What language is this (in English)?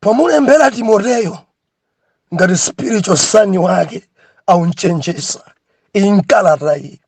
Nyanja